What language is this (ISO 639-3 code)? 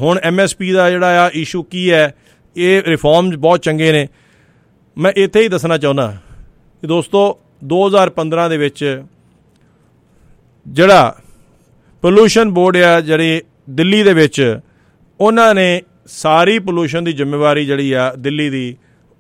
pan